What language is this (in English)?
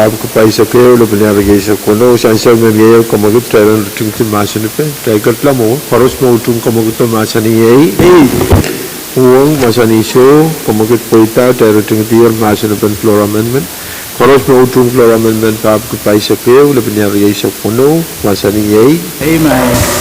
Pohnpeian